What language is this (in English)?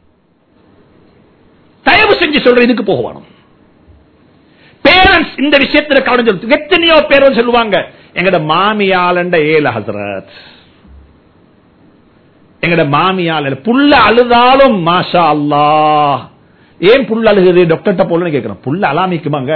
Tamil